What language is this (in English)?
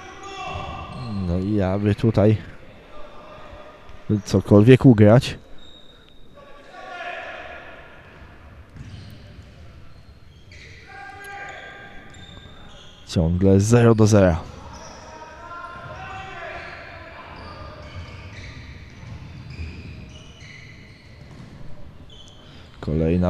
Polish